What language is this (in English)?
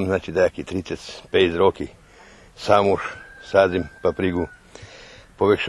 Rusyn